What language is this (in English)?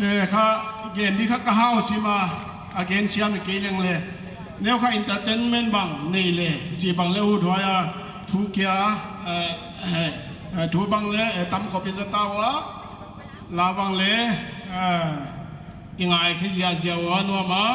Paite Chin